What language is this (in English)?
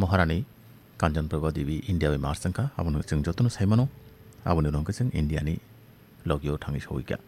Kok Borok